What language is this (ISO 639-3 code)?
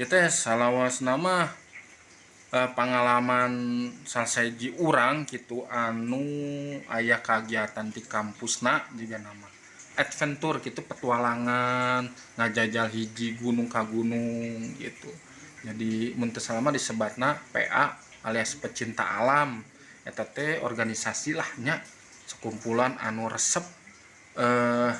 sun